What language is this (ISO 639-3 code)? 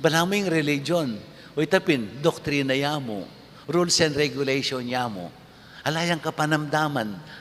pam